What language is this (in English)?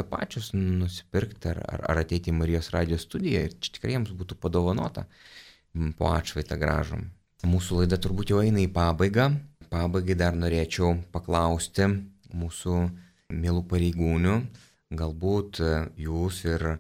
Lithuanian